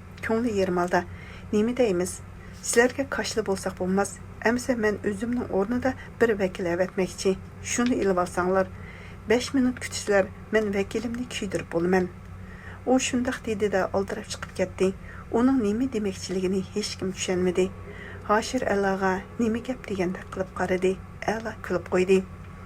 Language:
Uyghur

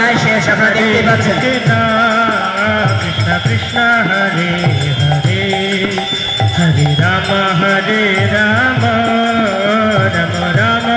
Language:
Bangla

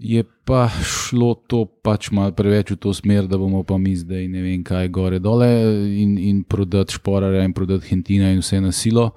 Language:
Slovenian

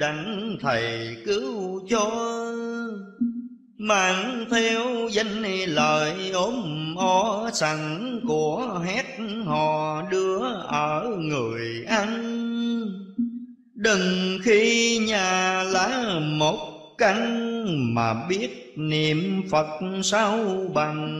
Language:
Vietnamese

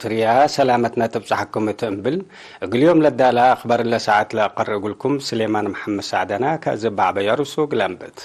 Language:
Tigre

